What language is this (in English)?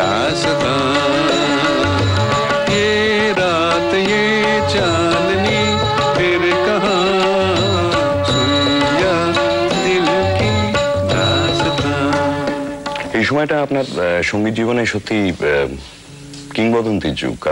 Bangla